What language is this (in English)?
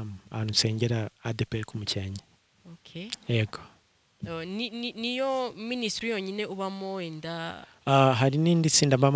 Kinyarwanda